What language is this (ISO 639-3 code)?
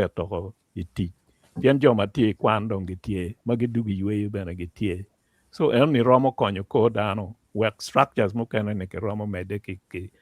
ach